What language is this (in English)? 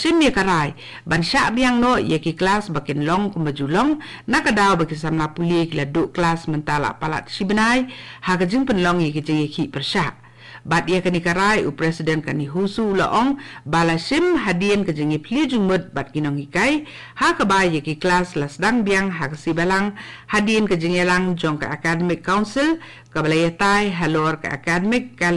Khasi